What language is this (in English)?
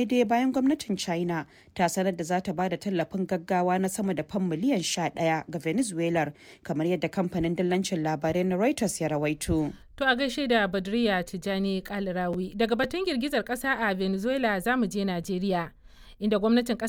Hausa